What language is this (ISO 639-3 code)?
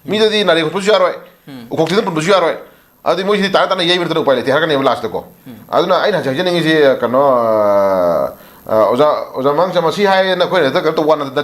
mni